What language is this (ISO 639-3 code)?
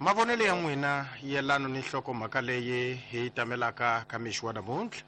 tso